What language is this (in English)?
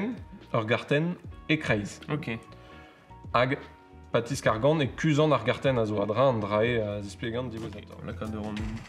Breton